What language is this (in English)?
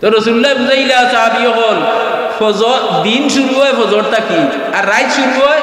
Sylheti